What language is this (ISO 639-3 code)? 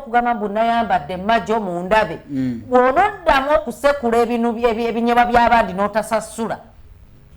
lug